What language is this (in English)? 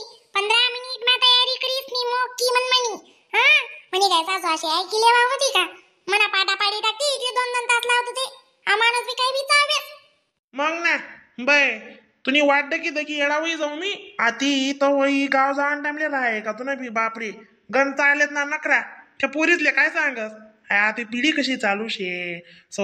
Khandesi